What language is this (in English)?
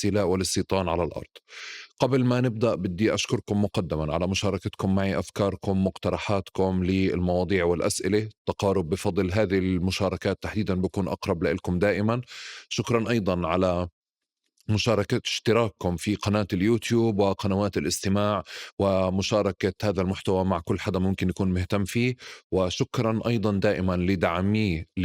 North Levantine Arabic